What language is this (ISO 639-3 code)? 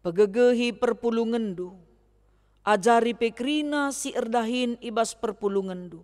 btx